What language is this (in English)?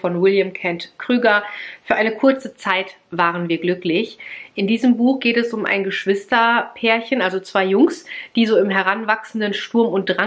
German